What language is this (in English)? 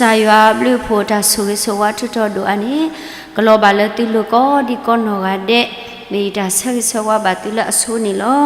S'gaw Karen